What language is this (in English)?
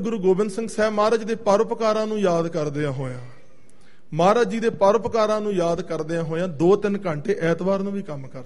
Punjabi